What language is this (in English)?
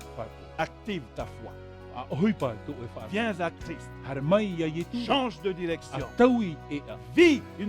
Tahitian